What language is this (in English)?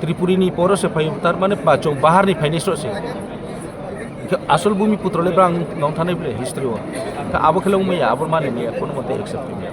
Kok Borok